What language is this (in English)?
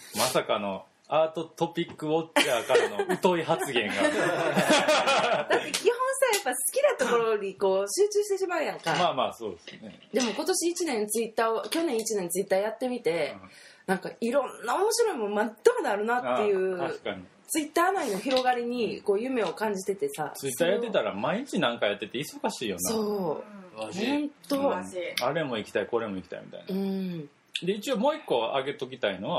Japanese